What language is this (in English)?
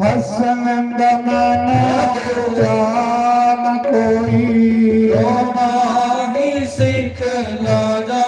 Dogri